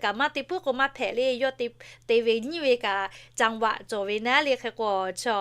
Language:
Lahu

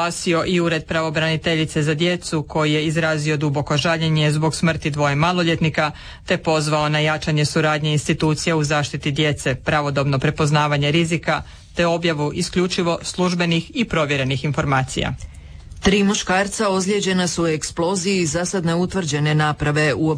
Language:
Croatian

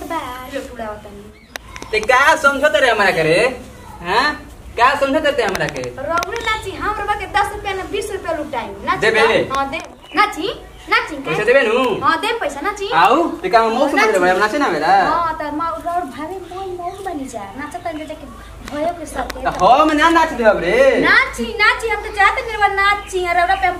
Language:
Bhojpuri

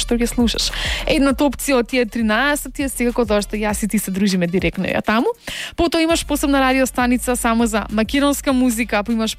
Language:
Macedonian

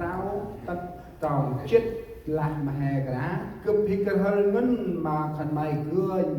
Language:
Central Mnong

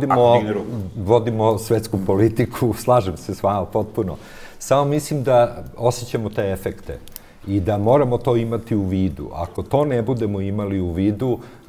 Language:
Serbian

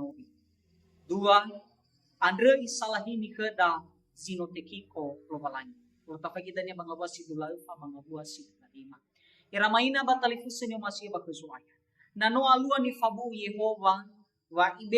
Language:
Nias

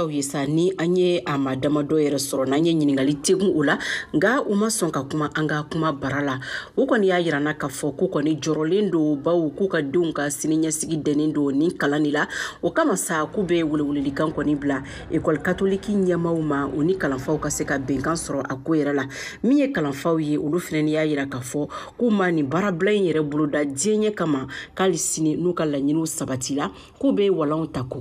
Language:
Bambara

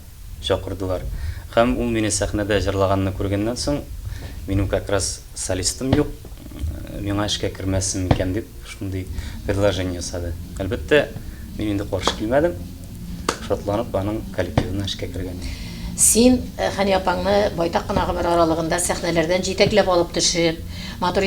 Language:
Tatar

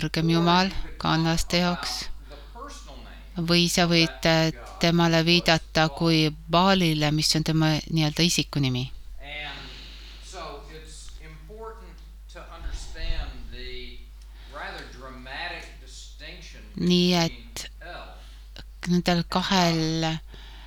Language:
Estonian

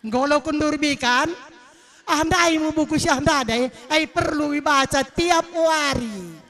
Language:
Batak Karo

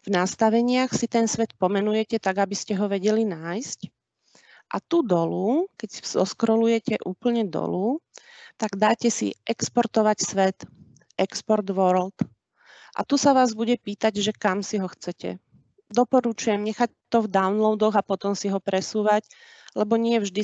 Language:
Slovak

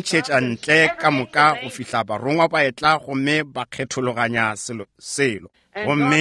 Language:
Northern Sotho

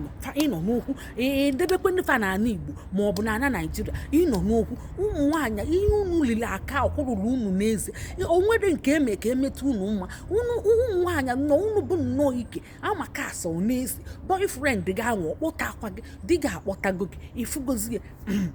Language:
Igbo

